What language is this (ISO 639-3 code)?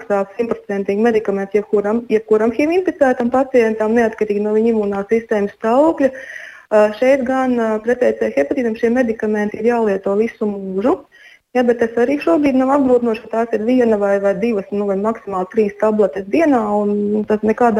lav